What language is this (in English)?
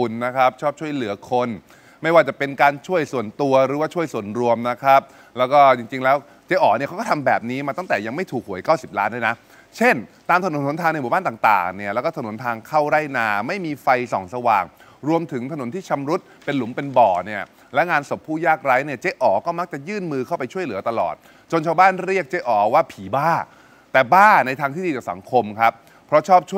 Thai